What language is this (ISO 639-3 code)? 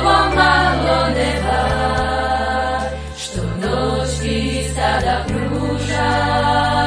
hrv